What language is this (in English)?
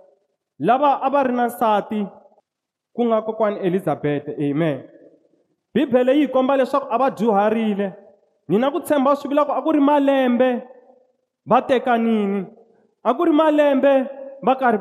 Tsonga